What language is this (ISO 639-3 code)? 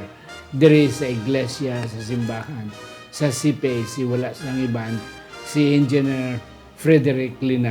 hil